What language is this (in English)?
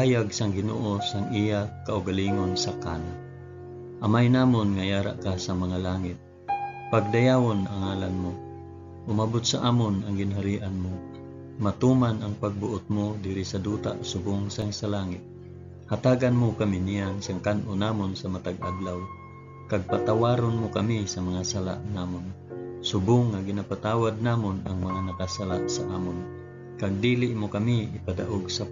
Hiligaynon